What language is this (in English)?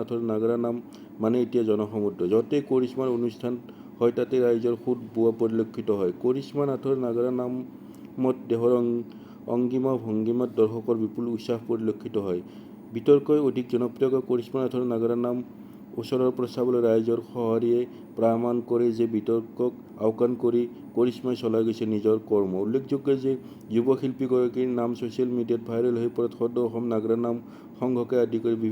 Assamese